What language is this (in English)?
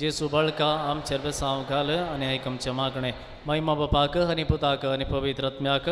Konkani